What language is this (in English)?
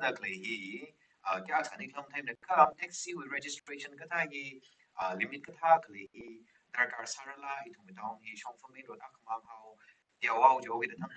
Tangkhul Naga (India)